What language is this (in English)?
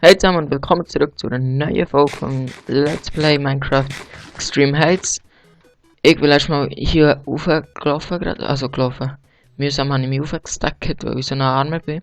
Swiss German